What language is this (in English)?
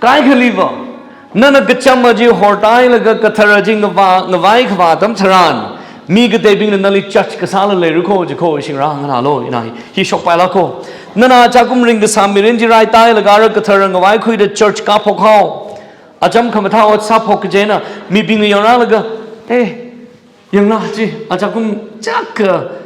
Tangkhul Naga (India)